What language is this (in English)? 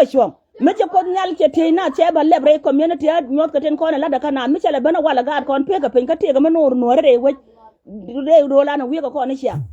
Nuer